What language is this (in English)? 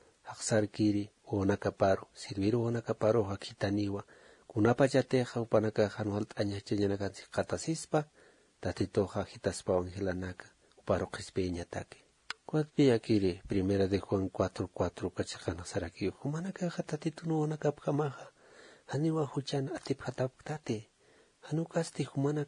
Aymara